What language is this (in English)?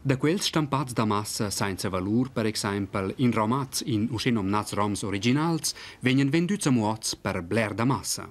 Romansh